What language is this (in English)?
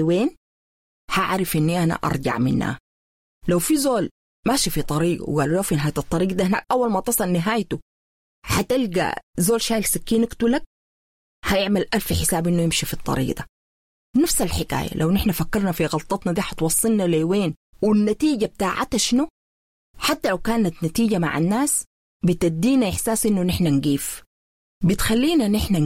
Sudanese Arabic